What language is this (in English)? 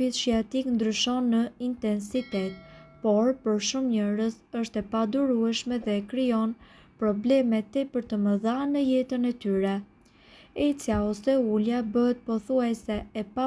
Albanian